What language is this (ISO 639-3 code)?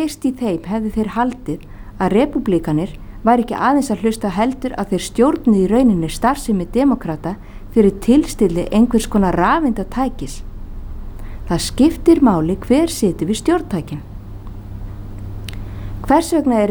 isl